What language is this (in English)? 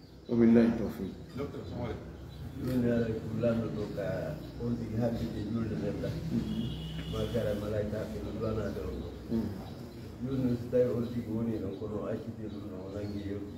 Fula